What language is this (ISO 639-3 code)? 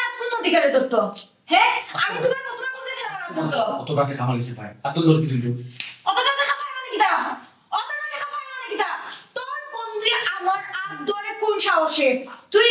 syl